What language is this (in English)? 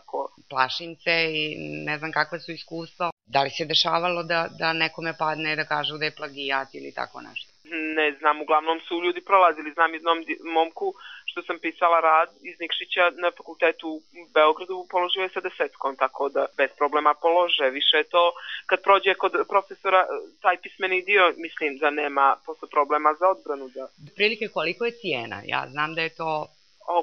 Serbian